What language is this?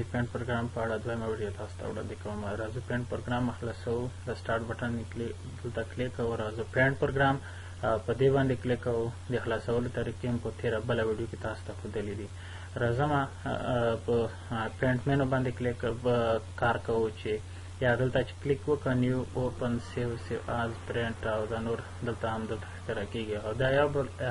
Pashto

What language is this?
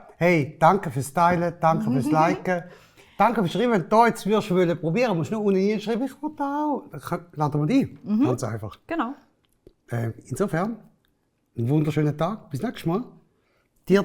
Swiss German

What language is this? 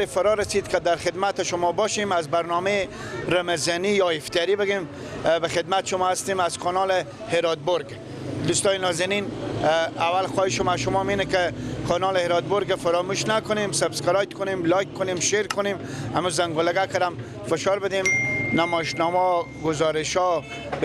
Persian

